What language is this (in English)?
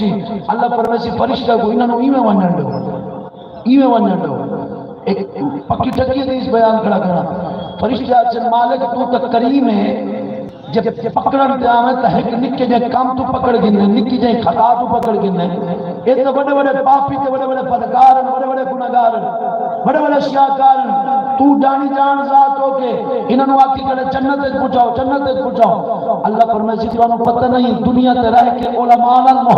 Saraiki